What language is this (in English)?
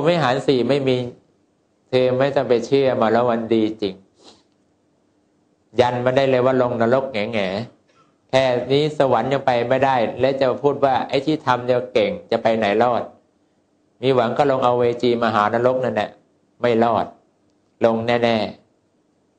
Thai